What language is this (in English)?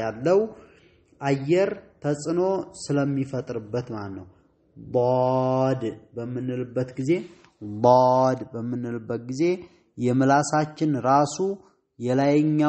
Amharic